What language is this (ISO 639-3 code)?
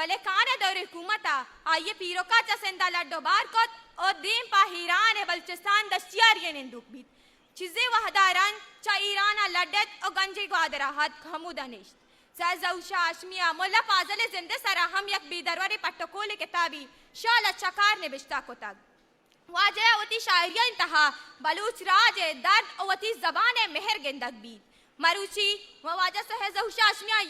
bgp